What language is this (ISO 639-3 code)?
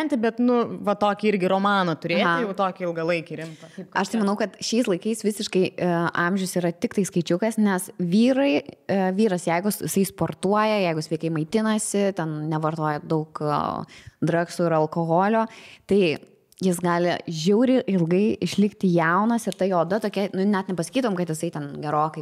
lit